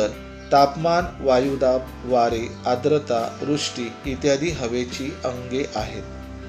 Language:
Marathi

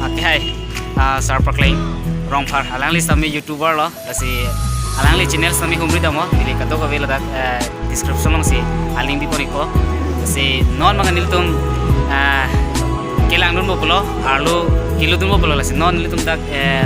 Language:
Karbi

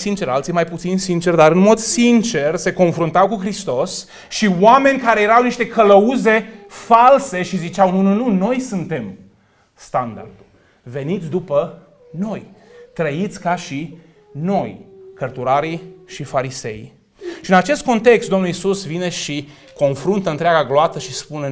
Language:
Romanian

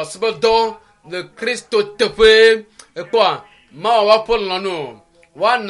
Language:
Ewe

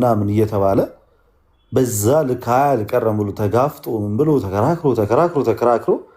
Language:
Amharic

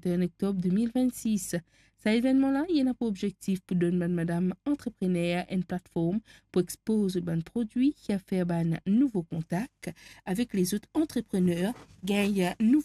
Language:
Morisyen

